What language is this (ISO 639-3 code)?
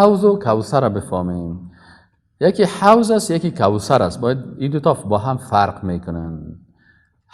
fas